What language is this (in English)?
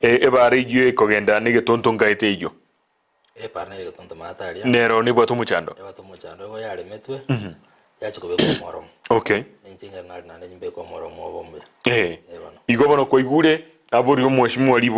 Gusii